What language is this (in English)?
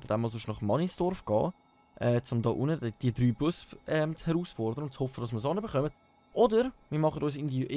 Swiss German